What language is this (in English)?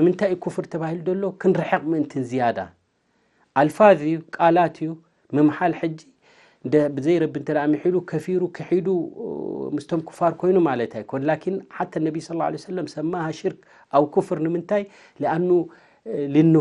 Tigrinya